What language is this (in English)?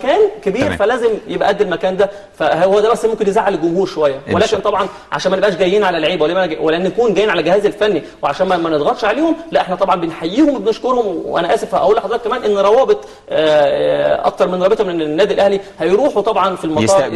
Egyptian Arabic